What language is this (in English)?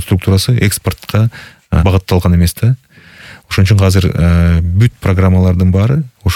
Kyrgyz